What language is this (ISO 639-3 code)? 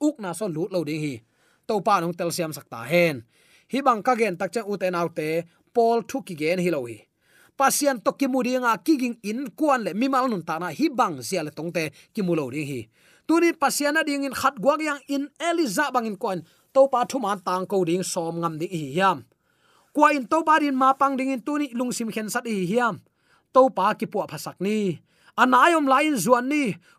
ctd